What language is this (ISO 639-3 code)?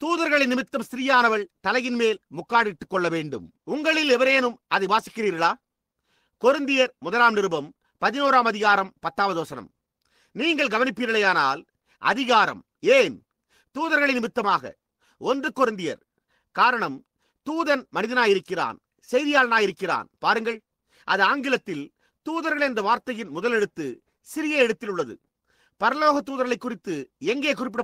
tam